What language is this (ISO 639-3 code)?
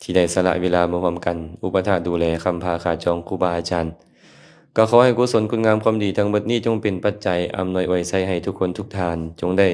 lao